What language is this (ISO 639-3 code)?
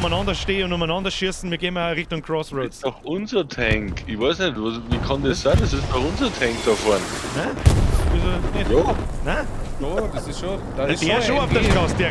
bar